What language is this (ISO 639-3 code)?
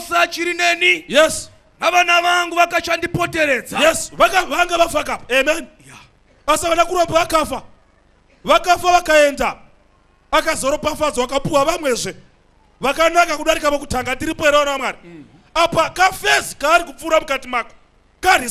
sna